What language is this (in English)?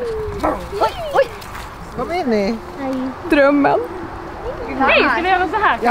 Swedish